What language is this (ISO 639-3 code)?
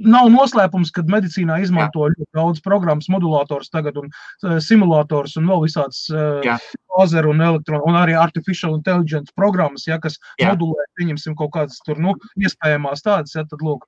lav